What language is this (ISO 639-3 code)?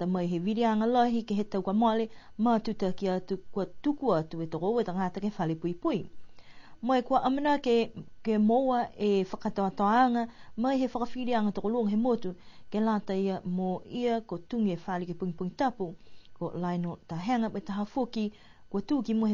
niu